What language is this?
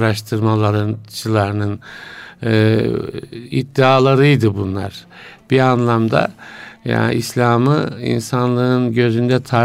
Turkish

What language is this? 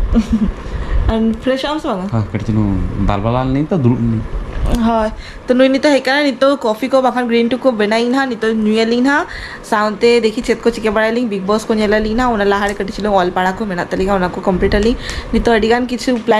Santali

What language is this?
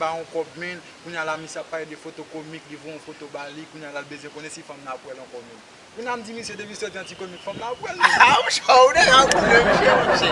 Haitian Creole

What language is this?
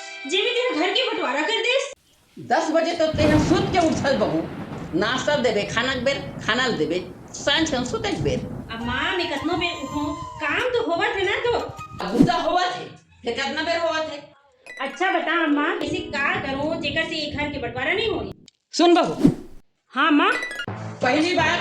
Chhattisgarhi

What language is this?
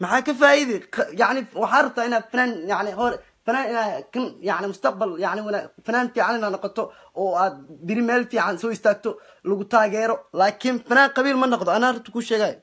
Somali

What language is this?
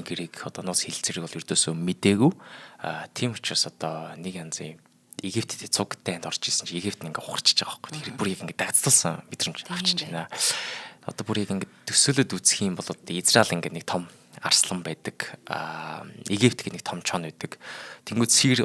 Mongolian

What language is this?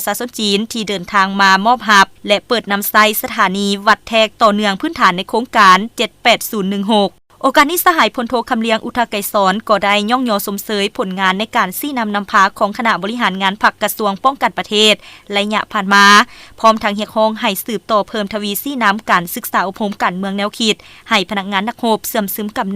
Lao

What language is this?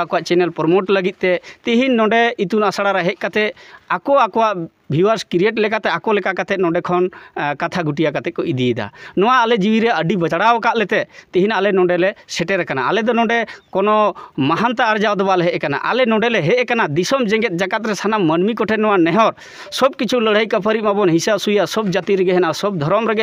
Santali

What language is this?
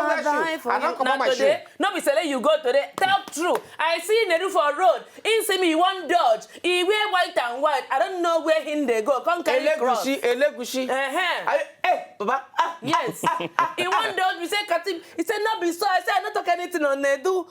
Nigerian Pidgin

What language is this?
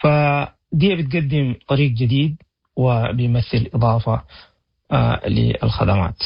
Sudanese Arabic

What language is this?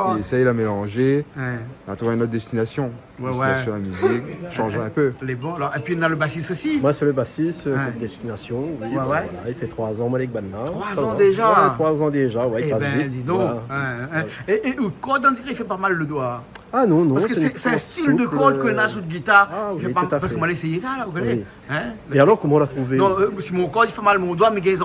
Réunion Creole French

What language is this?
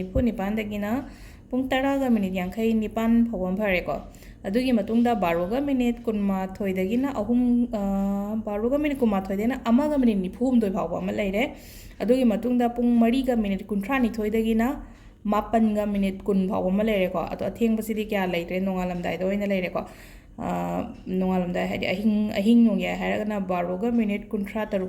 Manipuri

